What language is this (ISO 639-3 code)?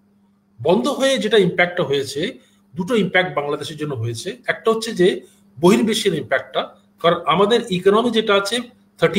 ben